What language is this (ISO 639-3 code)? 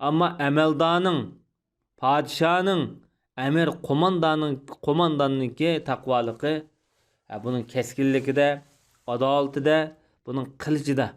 uig